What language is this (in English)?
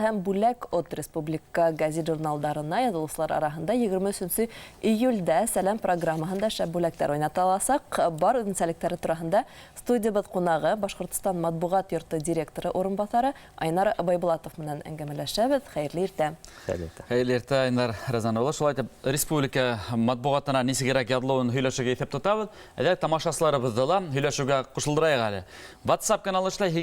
Bashkir